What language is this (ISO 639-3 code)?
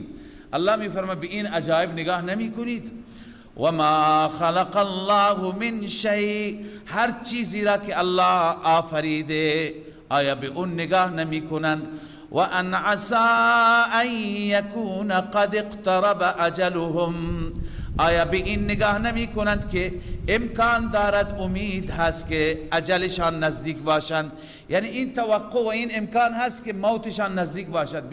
fas